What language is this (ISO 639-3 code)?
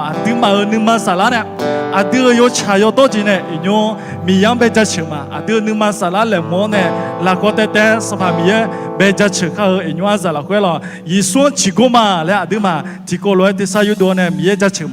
ahk